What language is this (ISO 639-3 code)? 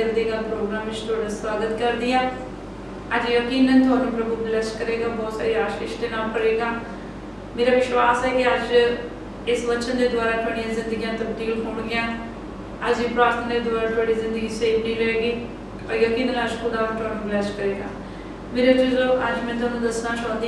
pan